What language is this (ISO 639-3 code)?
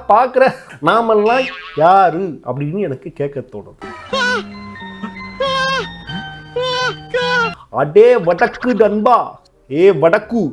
tam